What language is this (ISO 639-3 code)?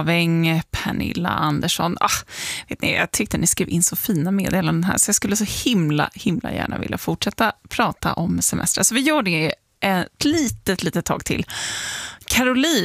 swe